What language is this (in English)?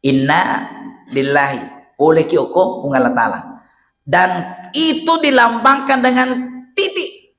Buginese